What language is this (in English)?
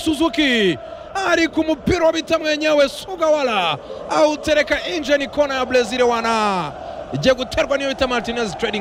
Kinyarwanda